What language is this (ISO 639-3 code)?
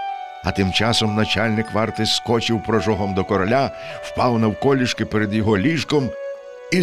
ukr